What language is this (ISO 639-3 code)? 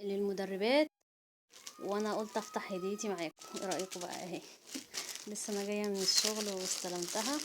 arz